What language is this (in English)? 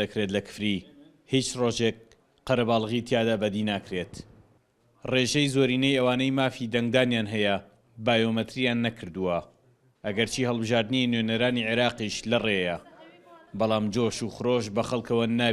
Central Kurdish